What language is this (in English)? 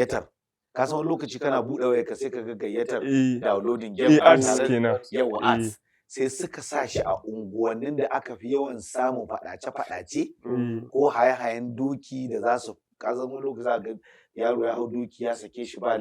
Hausa